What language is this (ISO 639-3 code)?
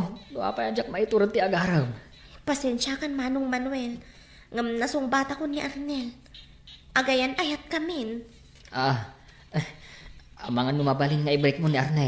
ilo